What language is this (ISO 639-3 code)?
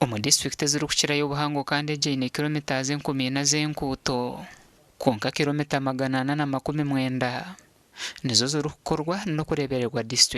nyn